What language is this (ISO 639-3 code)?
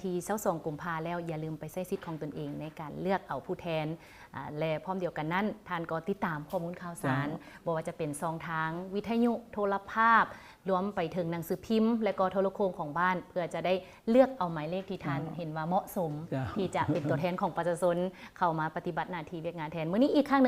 lao